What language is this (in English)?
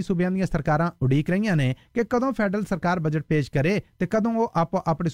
Punjabi